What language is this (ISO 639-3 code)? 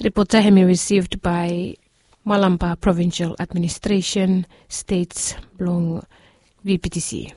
bis